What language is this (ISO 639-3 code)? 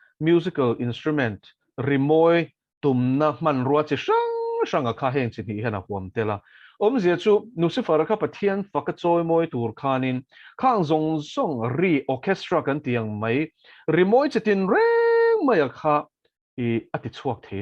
lus